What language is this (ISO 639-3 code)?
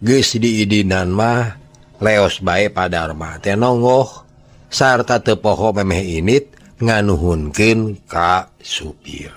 sun